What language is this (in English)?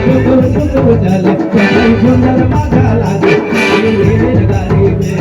Sadri